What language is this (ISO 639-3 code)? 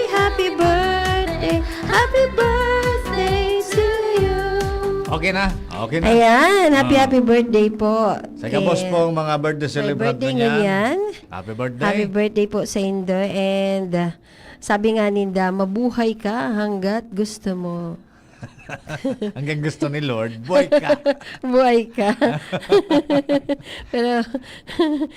bik